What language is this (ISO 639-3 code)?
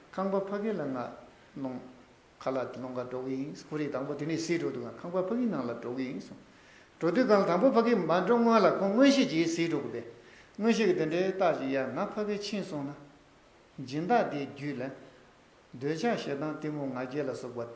bod